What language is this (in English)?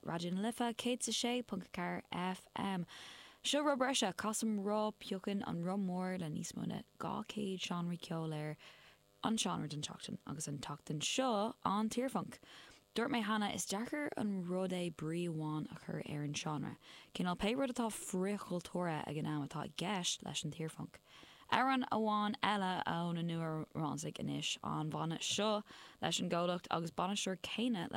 Irish